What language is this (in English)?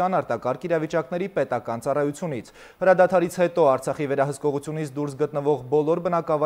Armenian